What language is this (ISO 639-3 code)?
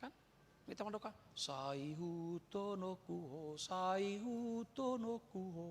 bbc